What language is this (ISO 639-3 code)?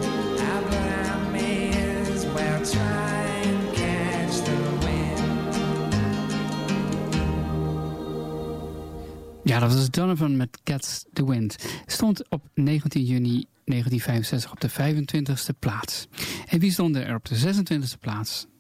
nld